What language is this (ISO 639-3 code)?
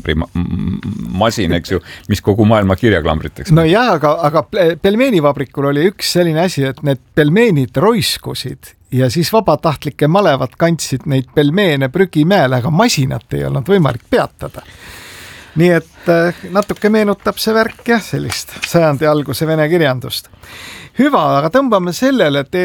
est